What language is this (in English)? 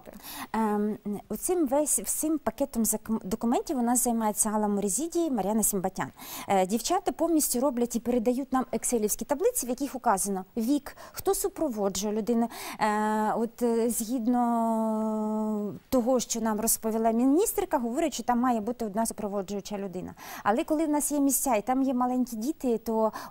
Ukrainian